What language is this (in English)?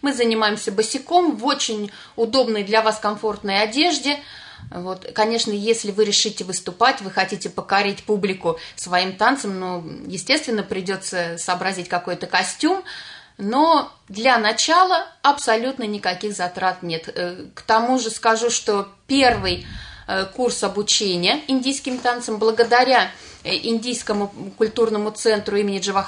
Russian